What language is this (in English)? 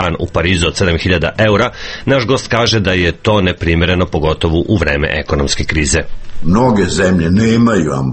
Serbian